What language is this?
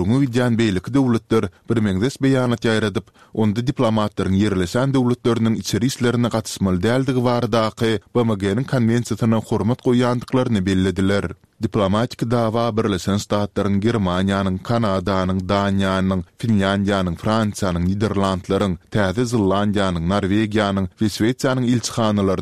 Turkmen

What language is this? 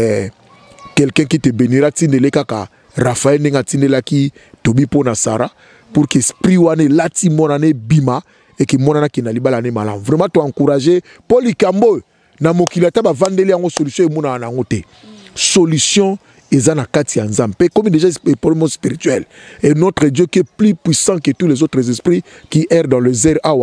Lingala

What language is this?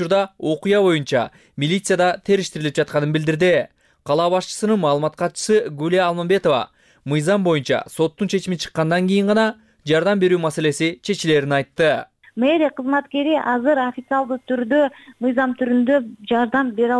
Kyrgyz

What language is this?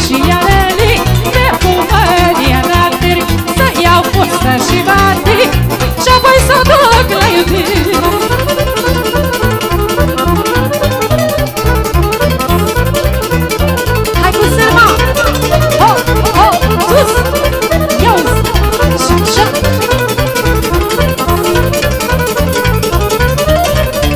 Romanian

